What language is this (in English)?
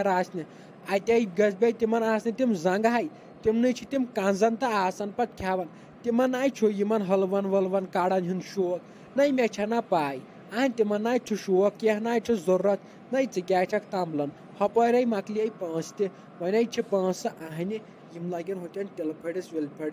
Kashmiri